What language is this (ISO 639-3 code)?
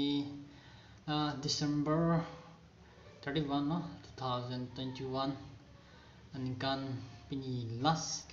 mjw